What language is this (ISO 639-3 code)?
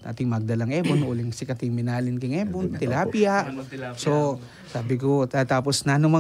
pam